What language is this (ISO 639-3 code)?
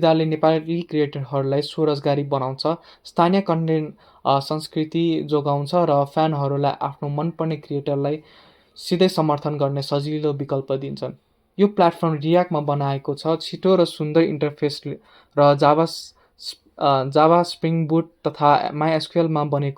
nep